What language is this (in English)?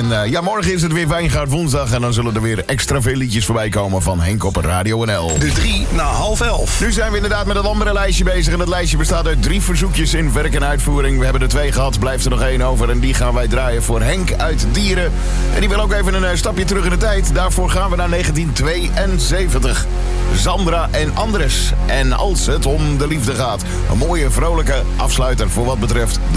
Dutch